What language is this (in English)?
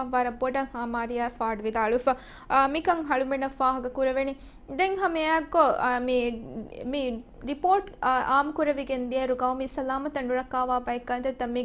Divehi